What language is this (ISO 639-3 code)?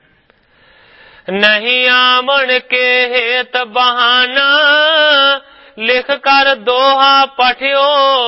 pan